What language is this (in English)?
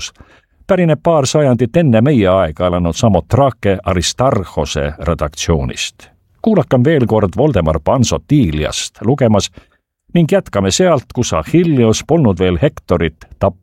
Estonian